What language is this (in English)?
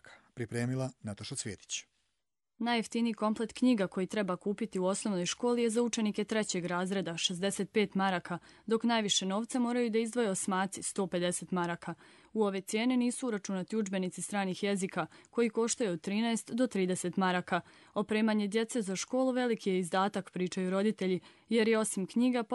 Croatian